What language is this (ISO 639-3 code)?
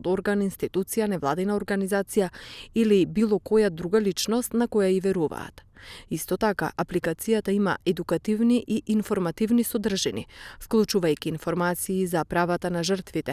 mkd